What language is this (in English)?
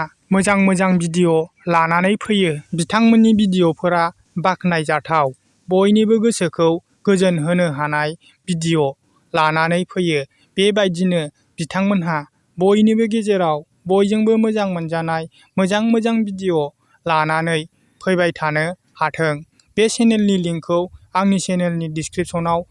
Bodo